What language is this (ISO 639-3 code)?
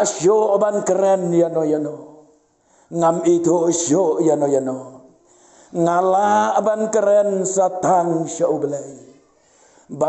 kha